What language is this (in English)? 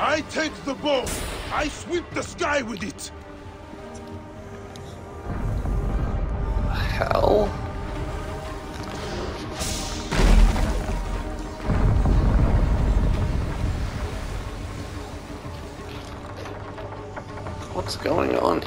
English